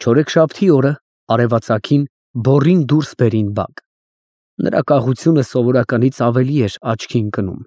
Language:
Armenian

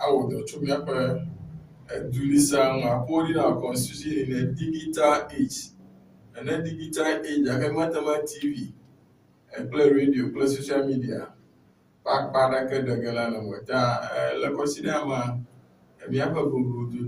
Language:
Ewe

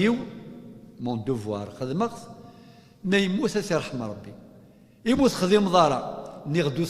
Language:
Kabyle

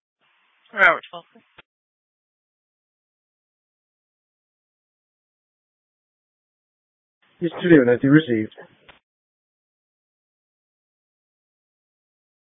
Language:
English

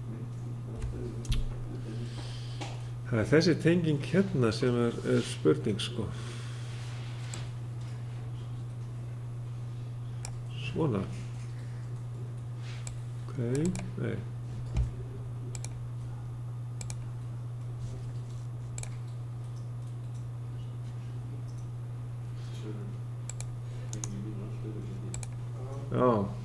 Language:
Icelandic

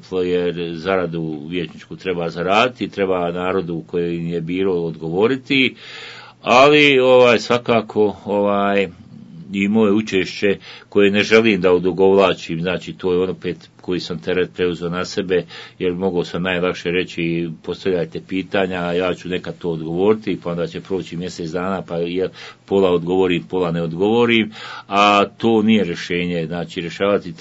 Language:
Bosnian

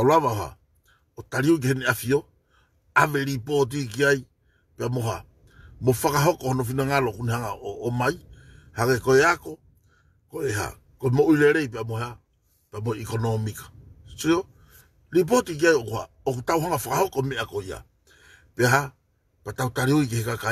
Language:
Tongan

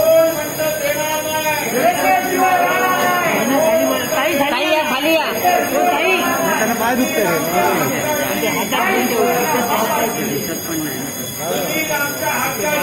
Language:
Marathi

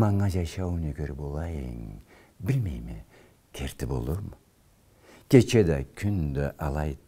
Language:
Karachay-Balkar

